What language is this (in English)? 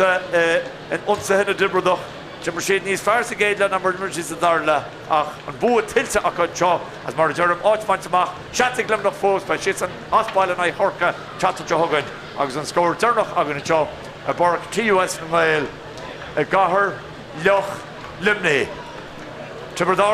Irish